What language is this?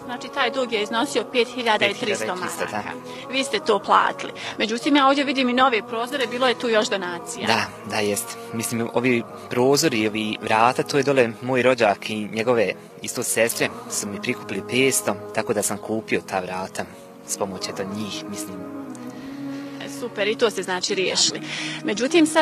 Bosnian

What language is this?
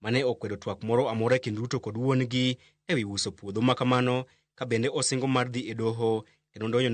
Luo (Kenya and Tanzania)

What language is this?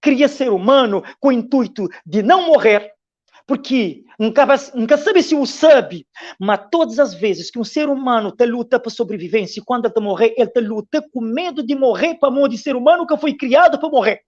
Kabuverdianu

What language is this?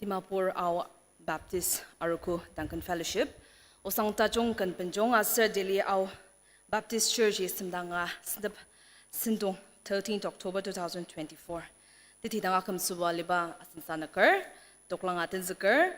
Ao Naga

